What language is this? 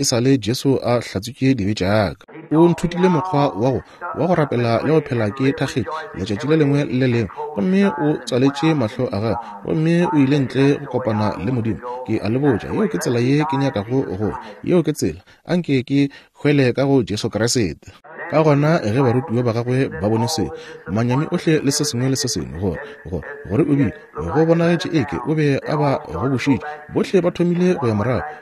Northern Sotho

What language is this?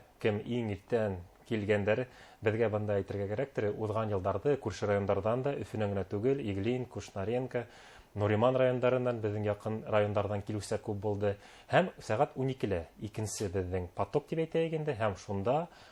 Bashkir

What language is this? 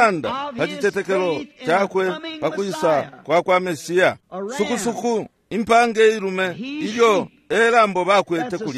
Bemba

